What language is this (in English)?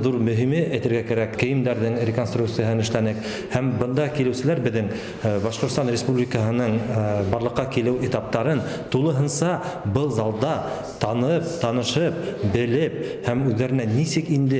Bashkir